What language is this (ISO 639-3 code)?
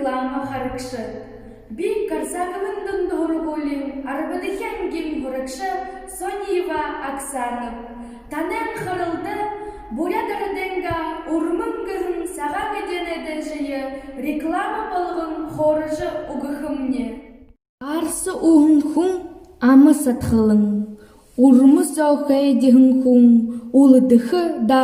bua